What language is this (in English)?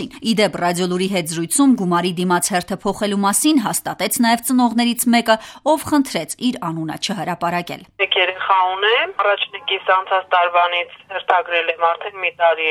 Armenian